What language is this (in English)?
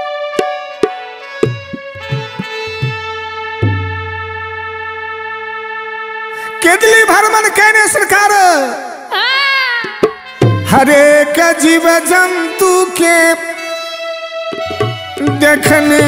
Bhojpuri